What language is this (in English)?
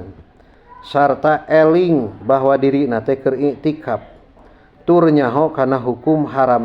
Sundanese